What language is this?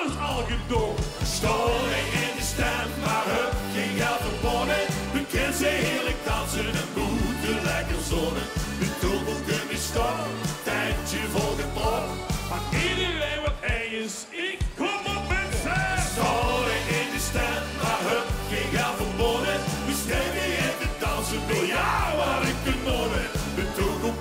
Limburgish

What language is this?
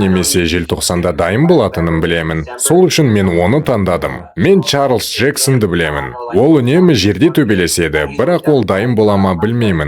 Kazakh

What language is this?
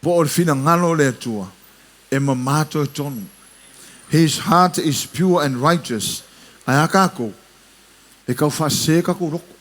Samoan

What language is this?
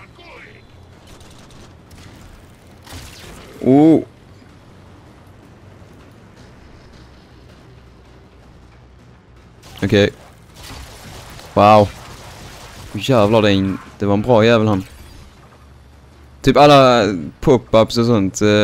Swedish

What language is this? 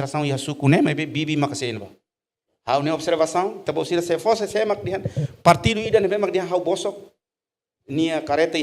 Tetum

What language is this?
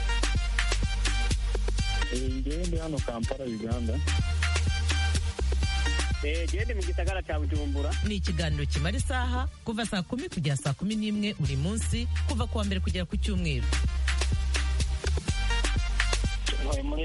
Kinyarwanda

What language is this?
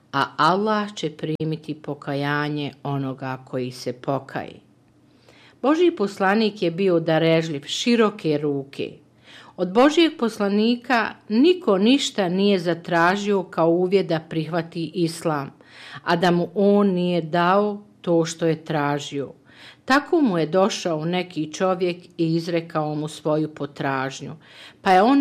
Bosnian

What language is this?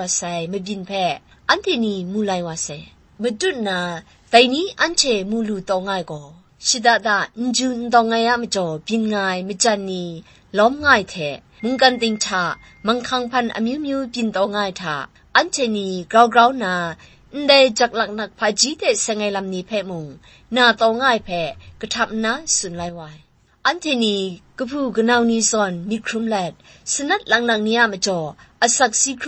Kachin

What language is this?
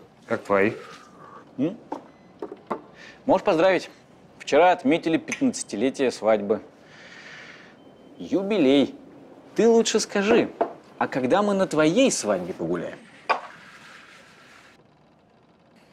Russian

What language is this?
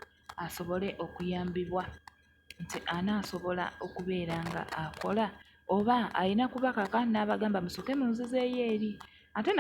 Ganda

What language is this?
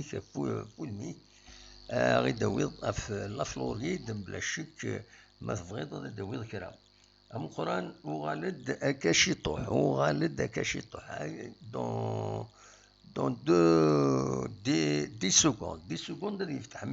Kabyle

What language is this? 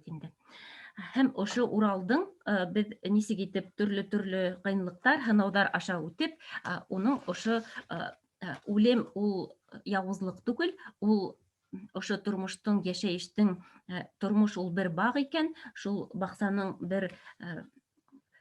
Bashkir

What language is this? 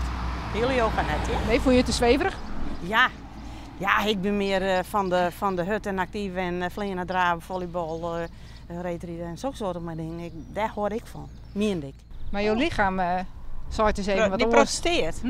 Western Frisian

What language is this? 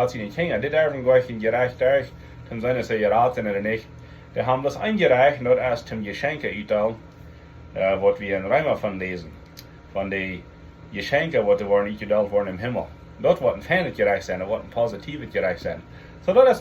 Plautdietsch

